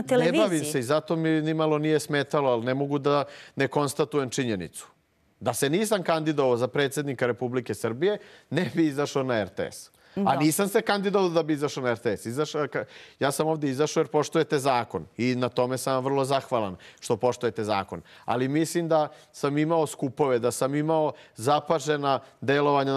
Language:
Serbian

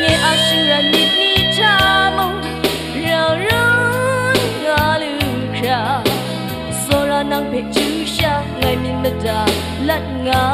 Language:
Kachin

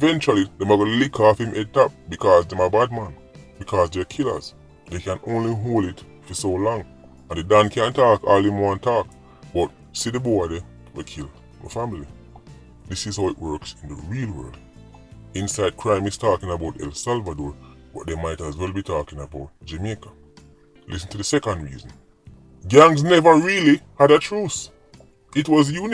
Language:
Jamaican Creole English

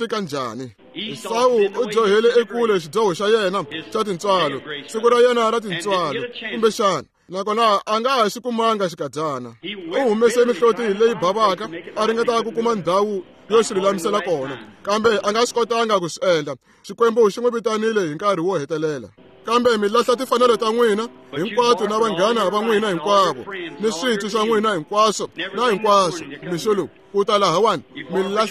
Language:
Tsonga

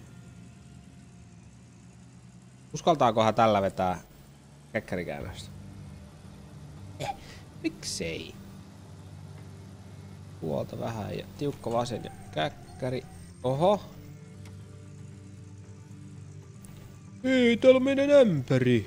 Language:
Finnish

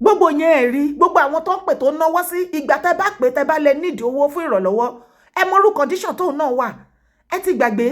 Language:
Yoruba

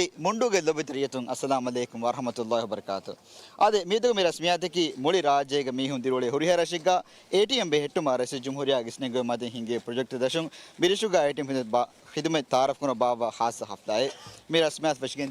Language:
Divehi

